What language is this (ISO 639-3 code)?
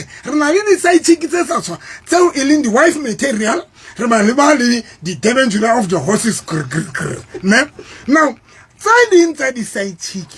sot